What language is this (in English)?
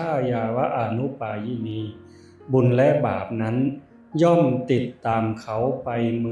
Northeastern Thai